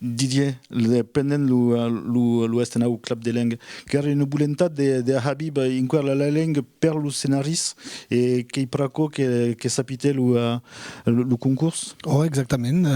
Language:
Occitan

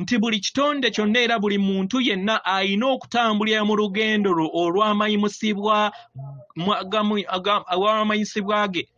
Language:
Ganda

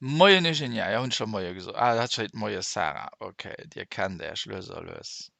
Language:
Luxembourgish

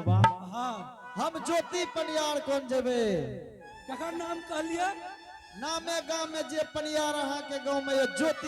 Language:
Angika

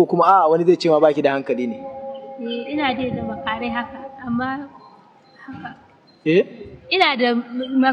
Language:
Hausa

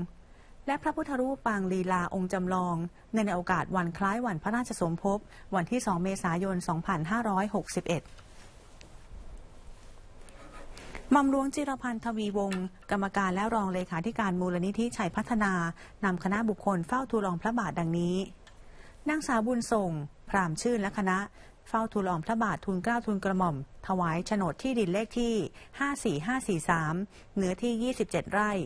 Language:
Thai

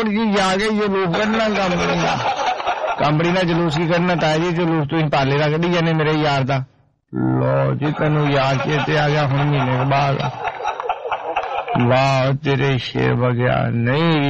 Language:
Punjabi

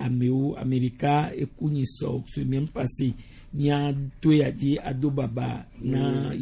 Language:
Gen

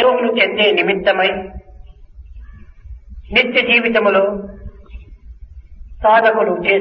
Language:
Telugu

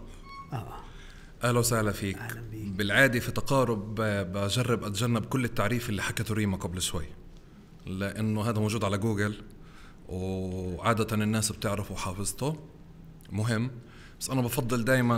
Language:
North Levantine Arabic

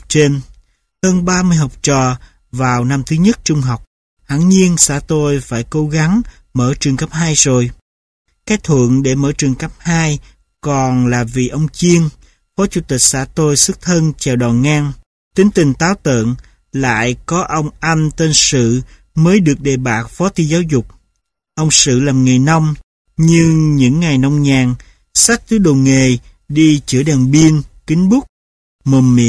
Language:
Vietnamese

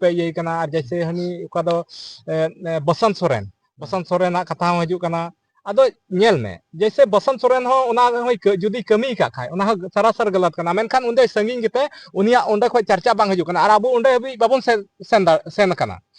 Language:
Santali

